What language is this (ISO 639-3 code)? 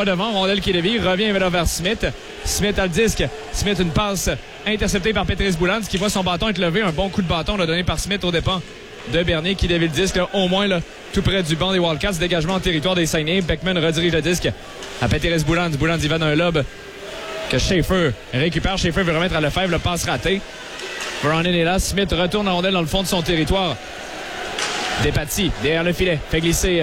fra